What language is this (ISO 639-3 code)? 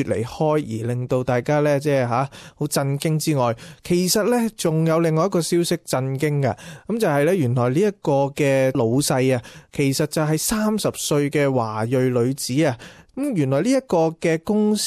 yue